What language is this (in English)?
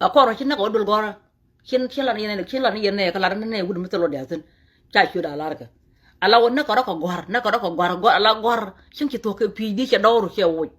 Nuer